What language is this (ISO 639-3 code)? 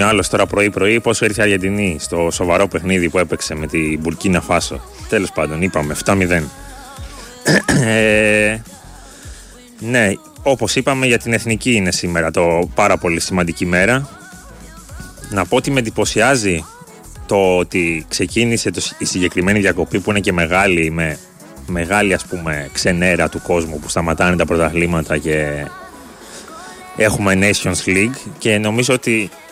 ell